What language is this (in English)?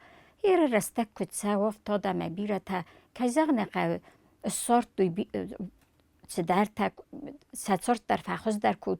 Ossetic